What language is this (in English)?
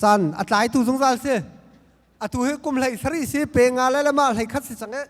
Hakha Chin